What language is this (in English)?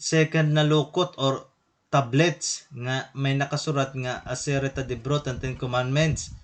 Waray